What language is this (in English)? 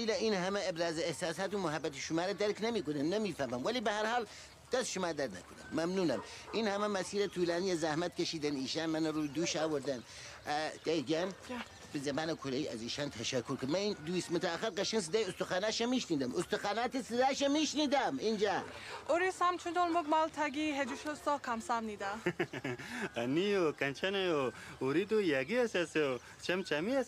Persian